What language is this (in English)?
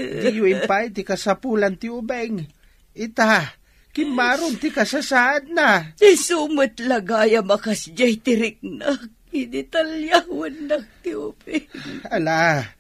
Iloko